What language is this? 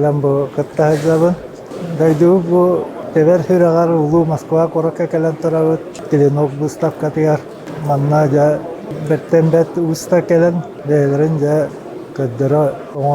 Yakut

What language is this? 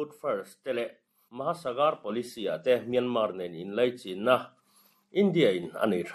Mizo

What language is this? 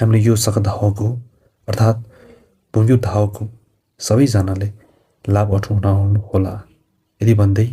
Nepali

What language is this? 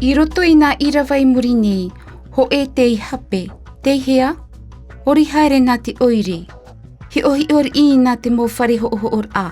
Tahitian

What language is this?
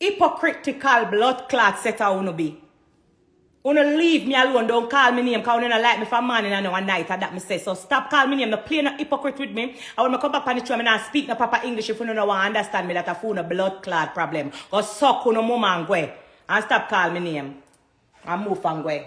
Jamaican Creole English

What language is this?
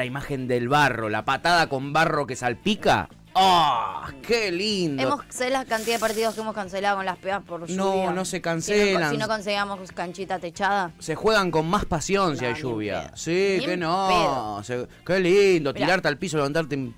Spanish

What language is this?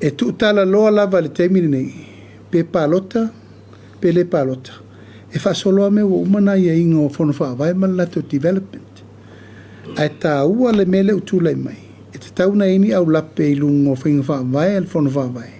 Samoan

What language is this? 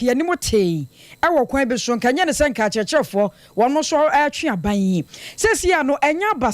Akan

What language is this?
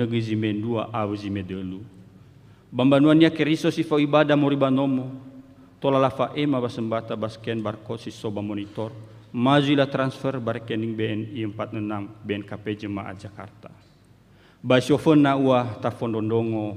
Nias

